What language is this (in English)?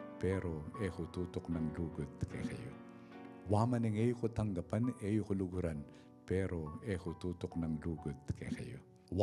Pampanga